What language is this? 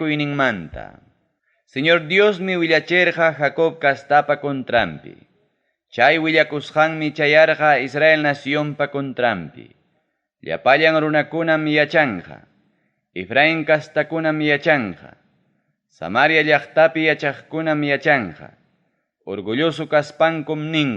Ayacucho Quechua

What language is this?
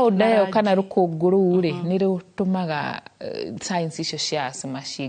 Kikuyu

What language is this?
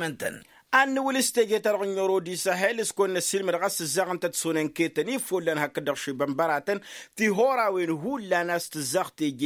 Tamasheq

